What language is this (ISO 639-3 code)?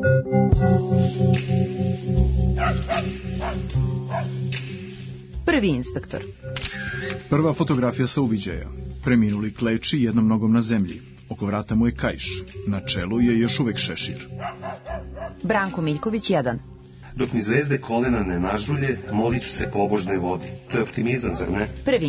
srp